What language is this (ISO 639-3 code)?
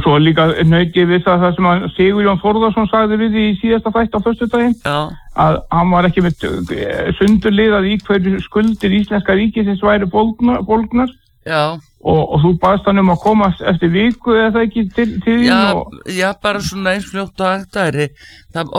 isl